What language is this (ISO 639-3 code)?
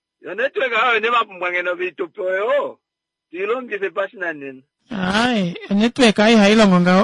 kua